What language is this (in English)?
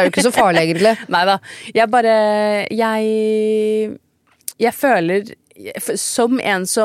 Norwegian